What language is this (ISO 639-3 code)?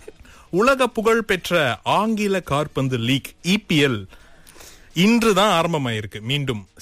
tam